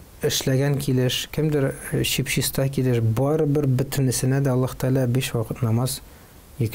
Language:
Tatar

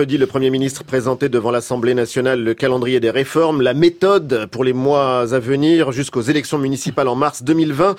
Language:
French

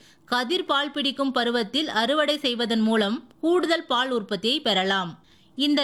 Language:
Tamil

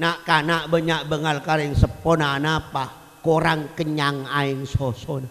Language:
Madurese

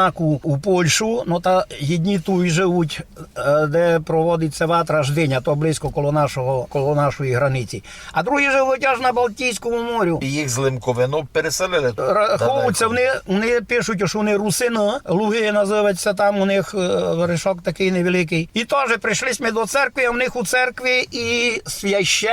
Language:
Rusyn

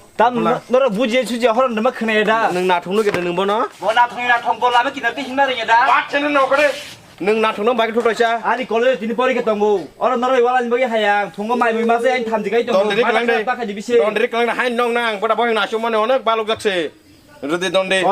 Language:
Kok Borok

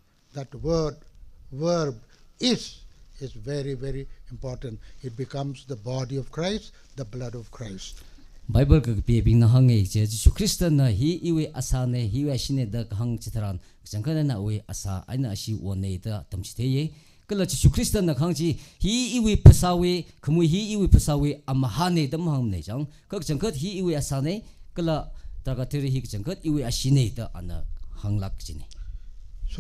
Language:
Tangkhul Naga (India)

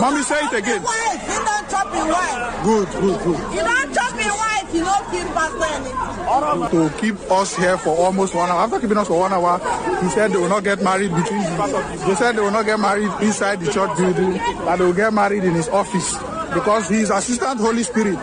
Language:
Nigerian Pidgin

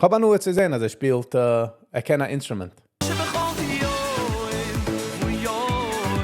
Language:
Yiddish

